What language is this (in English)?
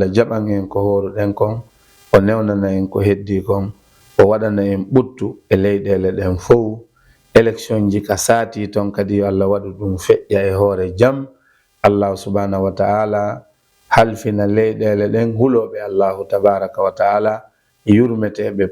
Fula